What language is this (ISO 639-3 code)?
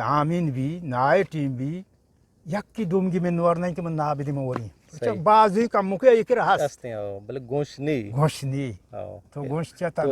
bgp